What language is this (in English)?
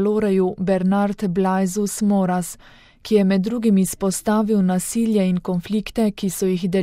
Slovenian